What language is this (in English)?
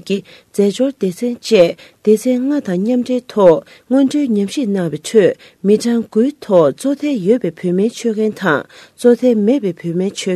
Tibetan